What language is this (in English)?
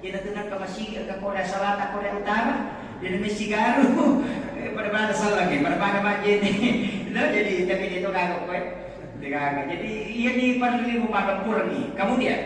Buginese